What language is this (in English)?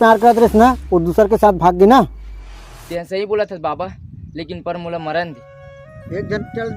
Chhattisgarhi